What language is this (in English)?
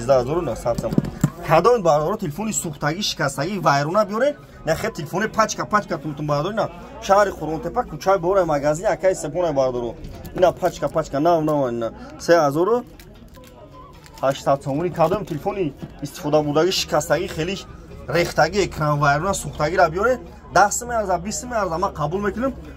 Tajik